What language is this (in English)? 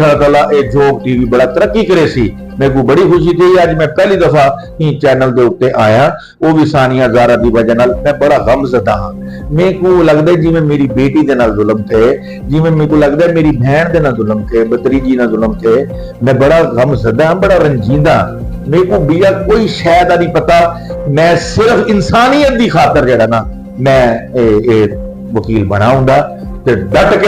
Saraiki